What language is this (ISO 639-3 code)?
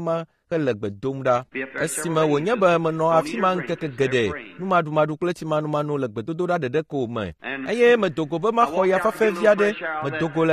ewe